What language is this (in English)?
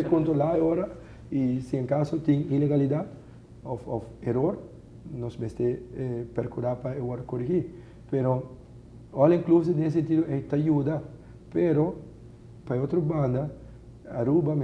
Papiamento